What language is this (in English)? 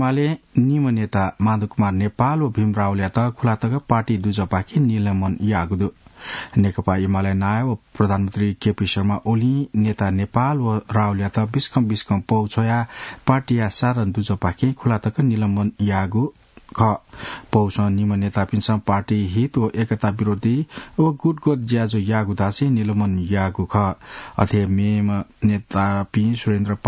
Newari